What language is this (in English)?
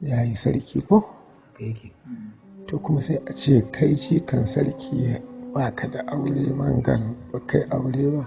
Hausa